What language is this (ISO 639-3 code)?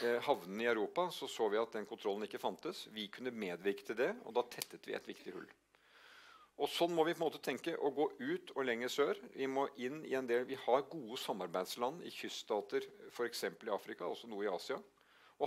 nor